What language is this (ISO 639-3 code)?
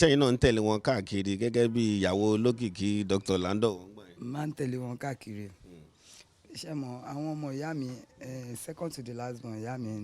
yor